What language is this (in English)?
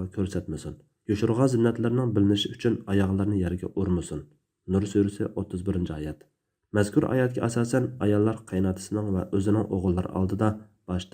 Uyghur